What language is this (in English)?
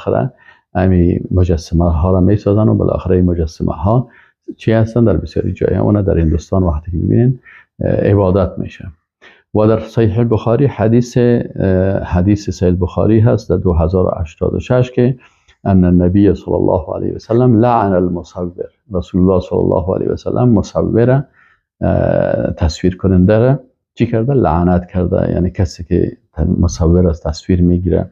Persian